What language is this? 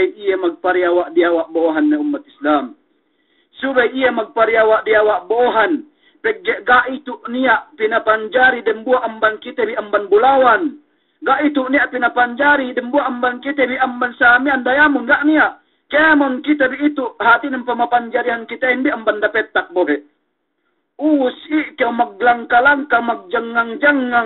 Yakan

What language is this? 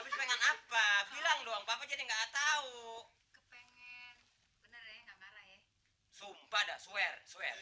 Betawi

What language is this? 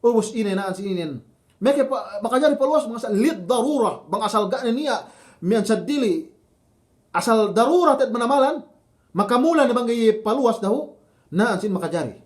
Yakan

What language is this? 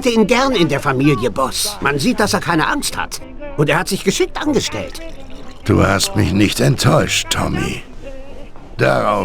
Bavarian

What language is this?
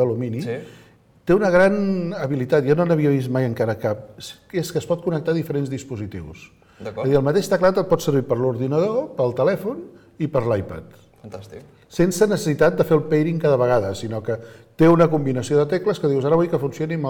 Catalan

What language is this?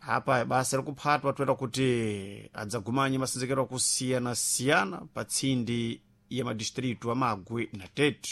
Sena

